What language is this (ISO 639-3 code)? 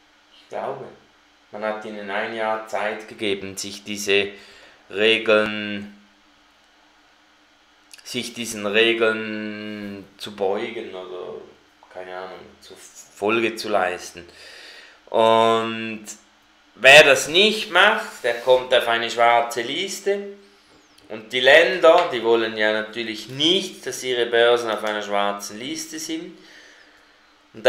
deu